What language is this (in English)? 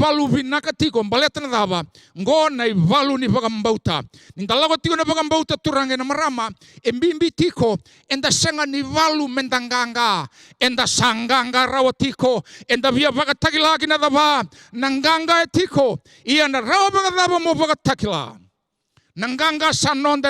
Fijian